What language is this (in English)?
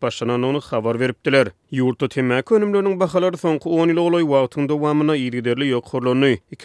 Turkmen